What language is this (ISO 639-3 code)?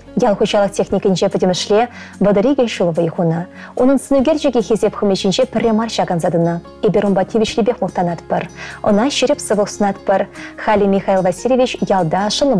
chv